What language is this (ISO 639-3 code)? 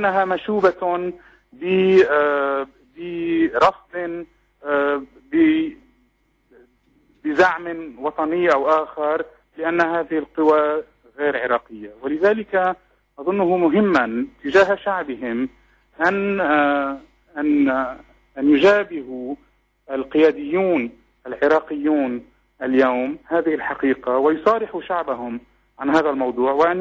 ara